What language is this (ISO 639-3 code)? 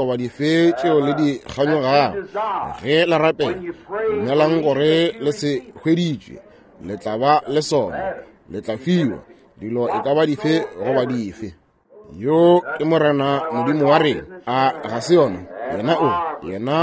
nso